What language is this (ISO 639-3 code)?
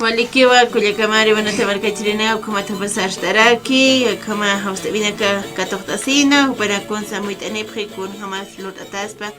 aym